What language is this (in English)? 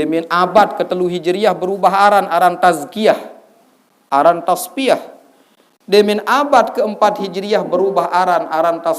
Sasak